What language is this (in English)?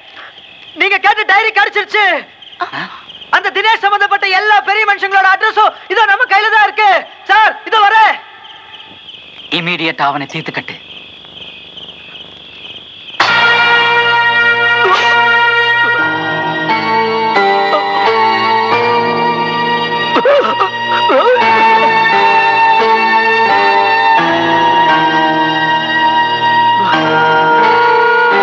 Tamil